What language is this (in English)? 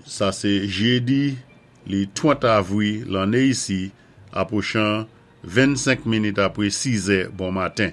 Saint Lucian Creole French